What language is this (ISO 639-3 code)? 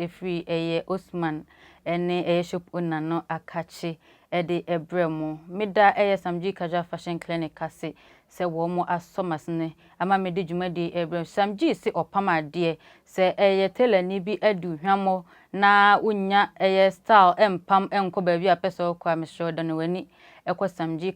aka